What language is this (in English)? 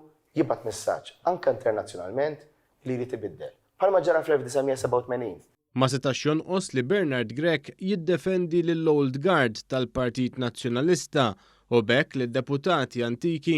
Maltese